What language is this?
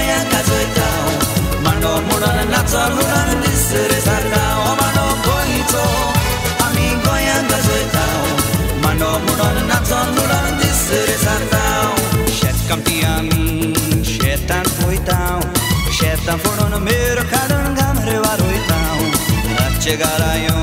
Konkani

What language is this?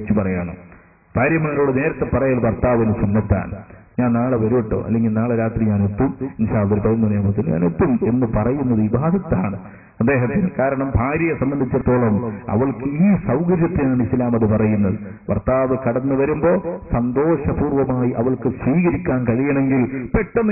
Malayalam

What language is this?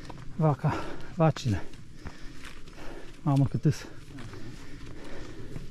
Romanian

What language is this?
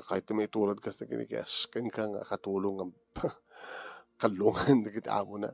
Iloko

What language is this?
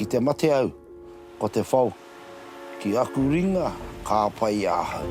Māori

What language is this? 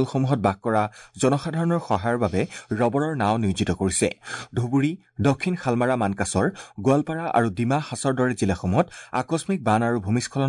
Assamese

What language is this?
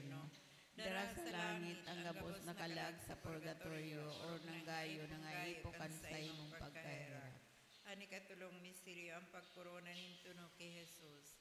Bikol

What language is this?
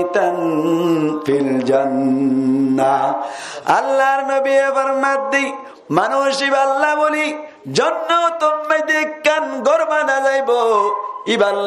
Rohingya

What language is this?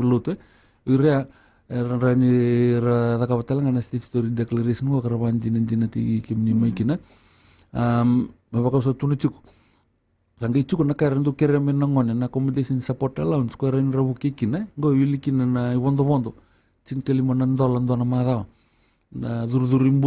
Fijian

